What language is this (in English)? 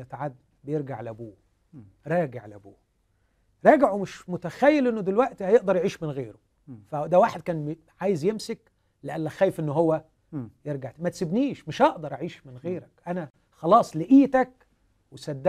Egyptian Arabic